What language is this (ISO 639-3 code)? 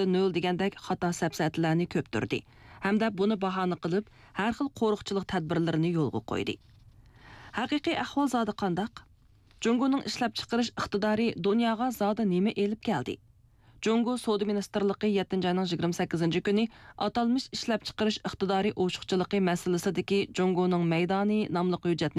uig